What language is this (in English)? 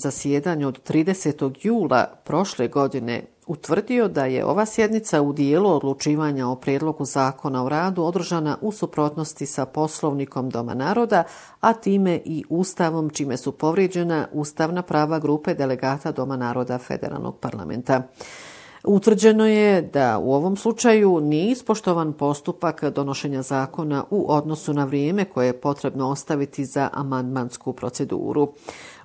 Bosnian